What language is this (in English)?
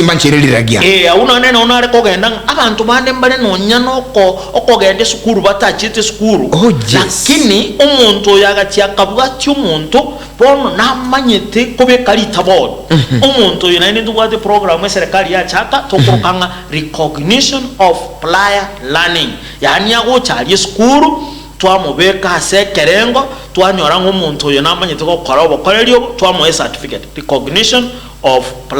Gusii